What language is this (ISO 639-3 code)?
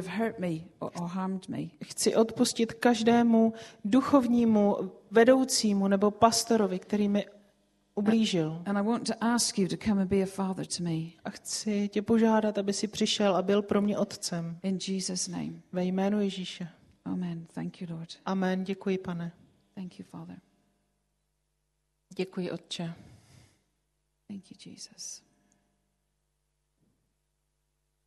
ces